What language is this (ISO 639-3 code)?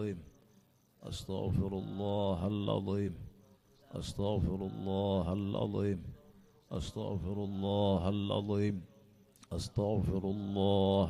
mal